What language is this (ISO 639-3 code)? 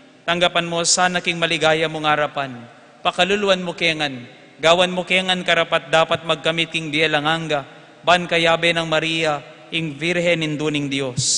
pam